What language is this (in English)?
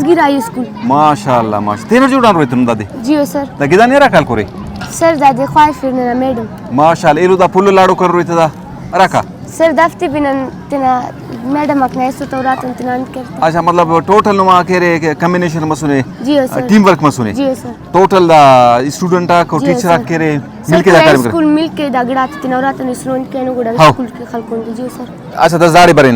Brahui